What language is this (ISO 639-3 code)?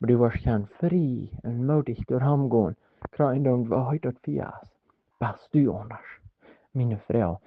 pdt